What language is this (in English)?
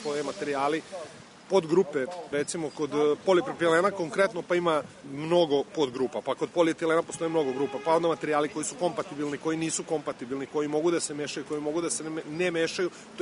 Serbian